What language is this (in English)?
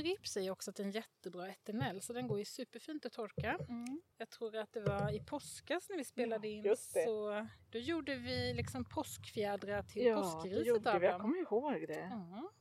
Swedish